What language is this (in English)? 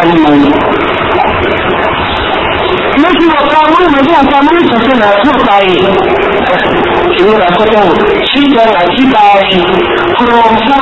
Thai